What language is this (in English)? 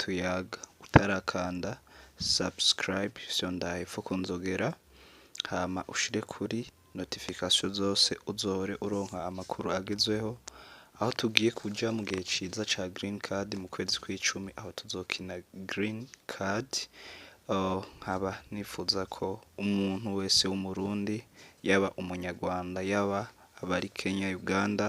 Rundi